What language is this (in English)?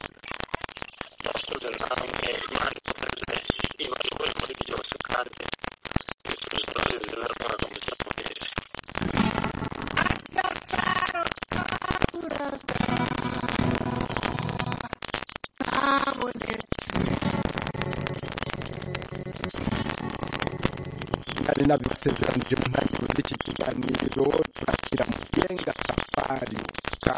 Kinyarwanda